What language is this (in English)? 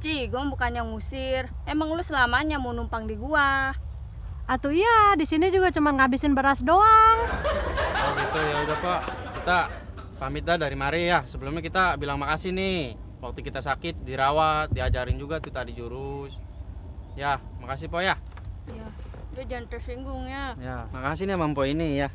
Betawi